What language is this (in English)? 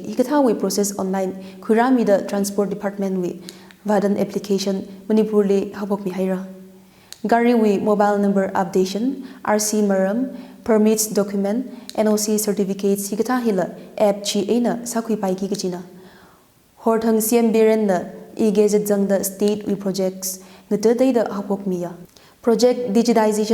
Tangkhul Naga (India)